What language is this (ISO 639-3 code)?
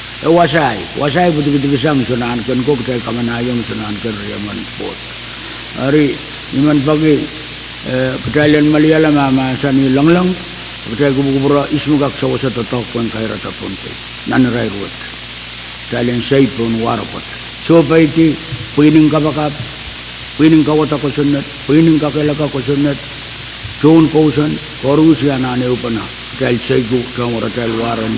pon